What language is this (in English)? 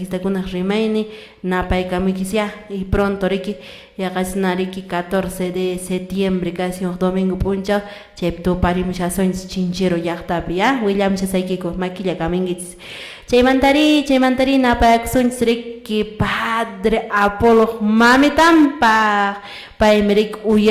Quechua